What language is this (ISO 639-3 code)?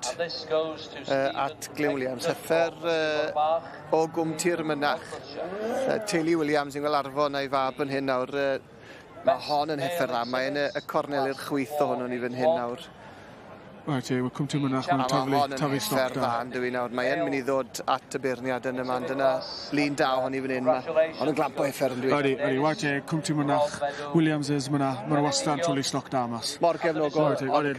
cym